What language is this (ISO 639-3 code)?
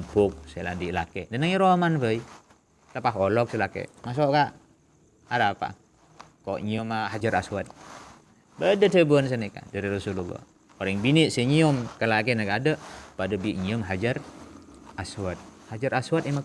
mad